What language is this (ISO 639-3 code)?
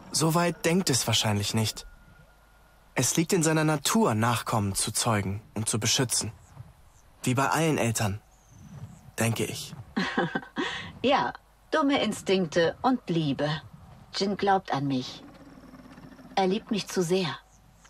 deu